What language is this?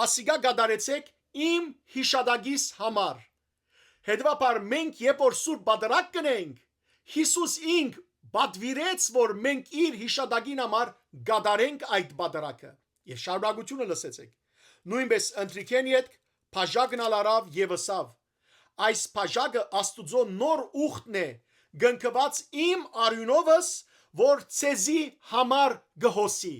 Western Armenian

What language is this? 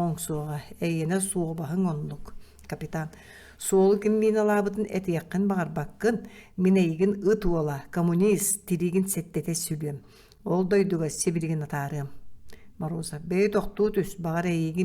Yakut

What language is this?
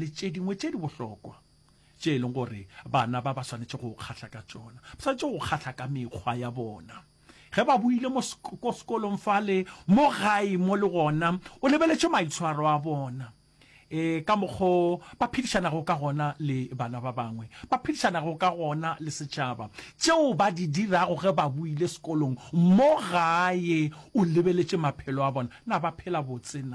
Northern Sotho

